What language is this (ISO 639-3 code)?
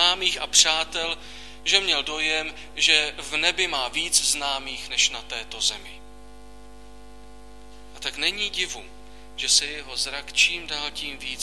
ces